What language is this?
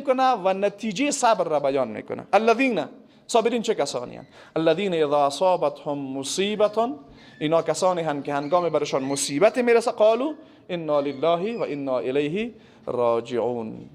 Persian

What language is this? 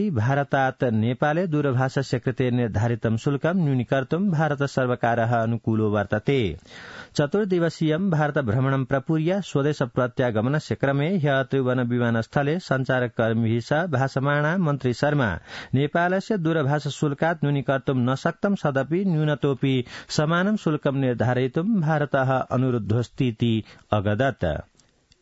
Sanskrit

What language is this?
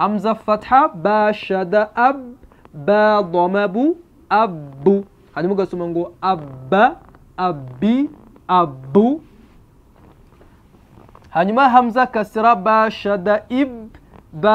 Kinyarwanda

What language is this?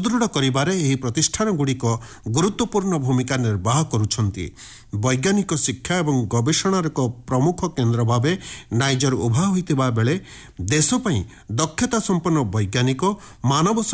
Odia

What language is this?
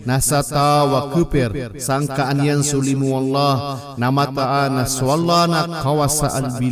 Maranao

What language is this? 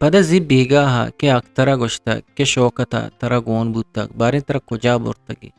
Eastern Balochi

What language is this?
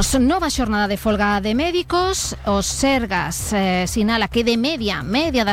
Galician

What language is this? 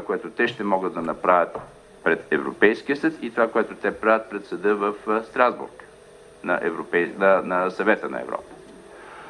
Bulgarian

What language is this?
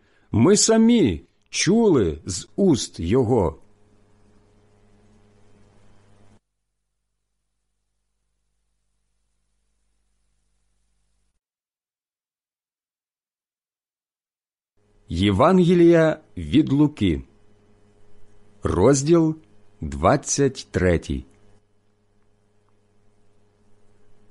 Ukrainian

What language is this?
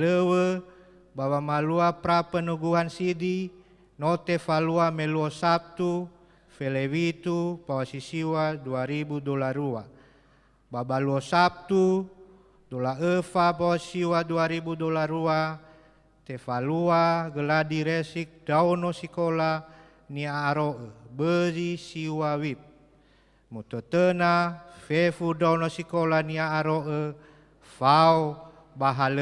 Nias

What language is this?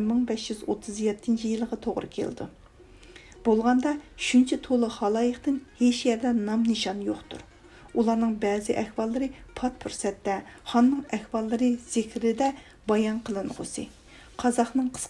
Uyghur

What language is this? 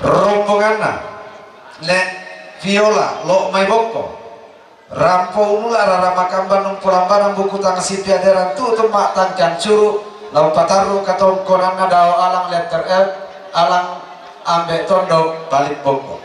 Toraja-Sa'dan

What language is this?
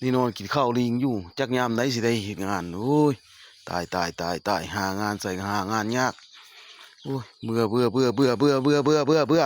Northeastern Thai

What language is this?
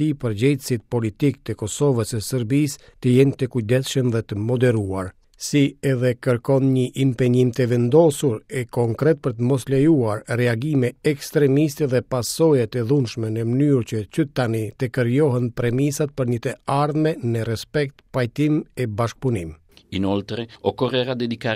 Albanian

